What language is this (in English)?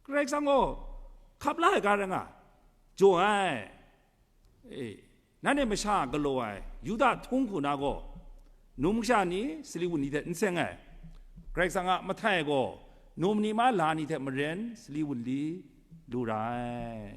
Kachin